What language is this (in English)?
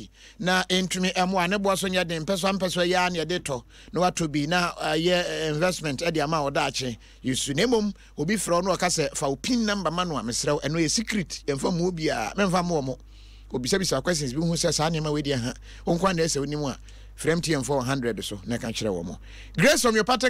Akan